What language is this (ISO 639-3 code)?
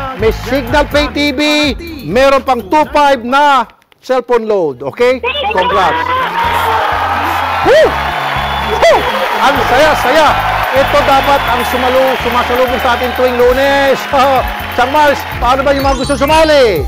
fil